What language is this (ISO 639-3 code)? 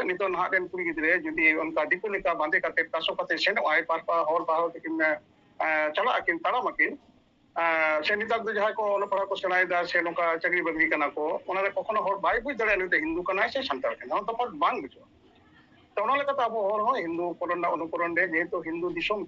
sat